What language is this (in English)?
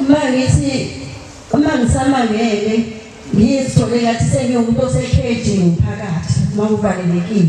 Zulu